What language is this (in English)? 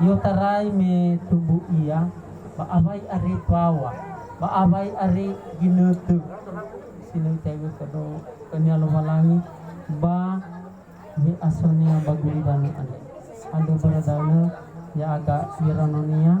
Nias